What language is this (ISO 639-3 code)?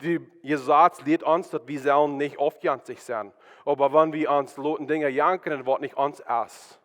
pdt